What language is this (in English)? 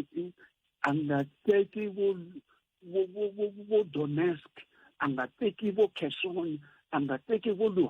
Tsonga